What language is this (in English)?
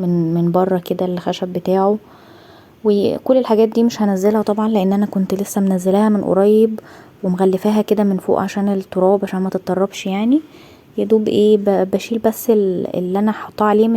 Egyptian Arabic